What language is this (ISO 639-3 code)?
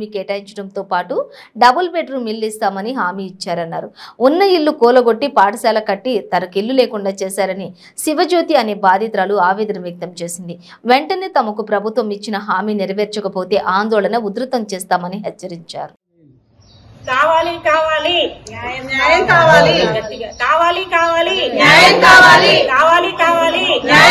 tel